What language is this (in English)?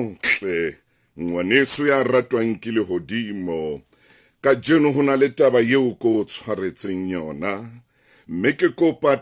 Southern Sotho